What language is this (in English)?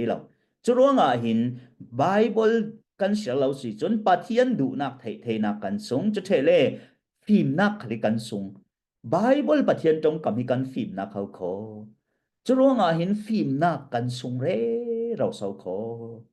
Falam Chin